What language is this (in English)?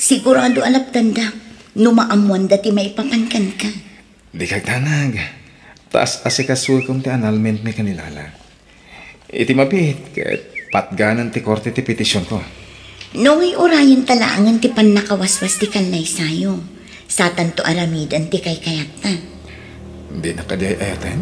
Iloko